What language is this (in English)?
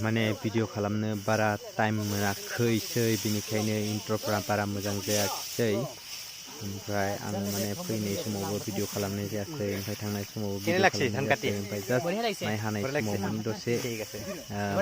Bodo